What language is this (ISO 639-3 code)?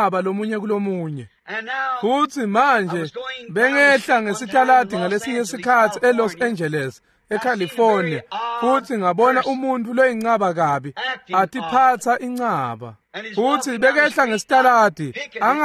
ssw